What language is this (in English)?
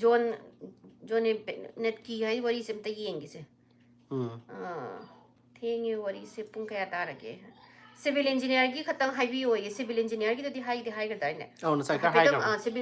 Manipuri